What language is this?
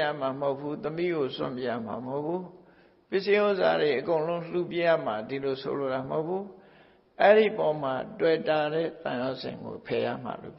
Burmese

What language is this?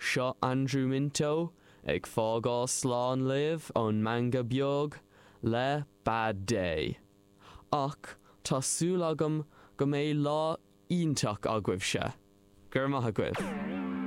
Irish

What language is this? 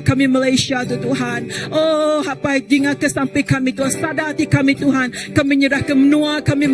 Iban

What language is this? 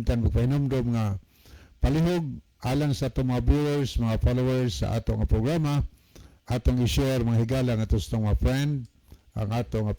Cebuano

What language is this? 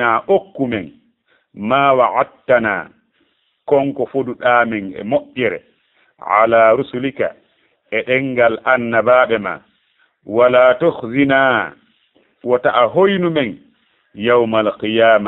Fula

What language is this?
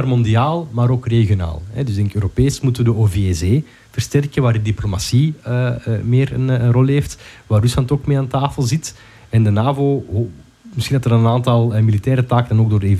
Dutch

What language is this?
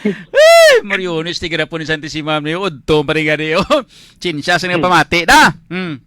Hiligaynon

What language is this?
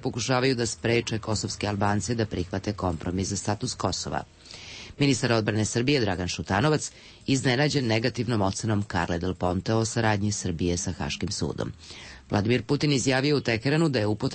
Serbian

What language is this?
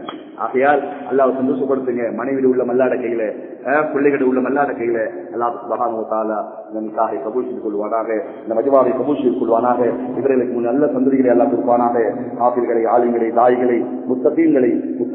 Tamil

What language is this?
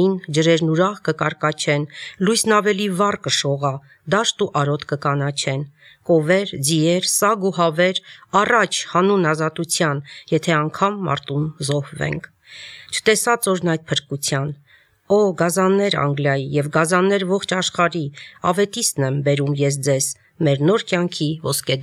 Armenian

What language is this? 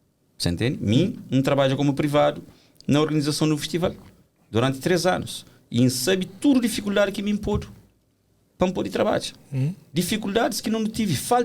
Kabuverdianu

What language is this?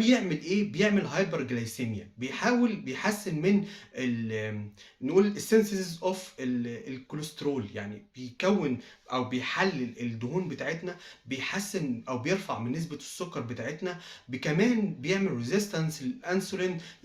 Egyptian Arabic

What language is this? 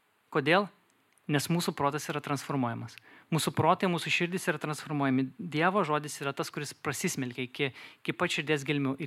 Lithuanian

